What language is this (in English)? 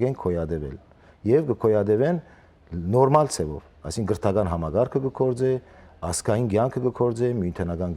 Western Armenian